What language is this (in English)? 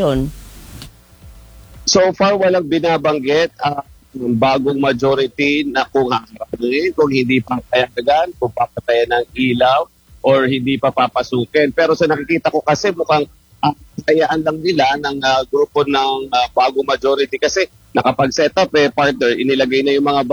Filipino